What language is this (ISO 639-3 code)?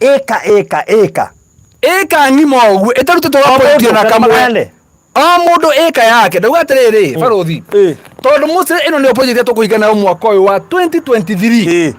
kik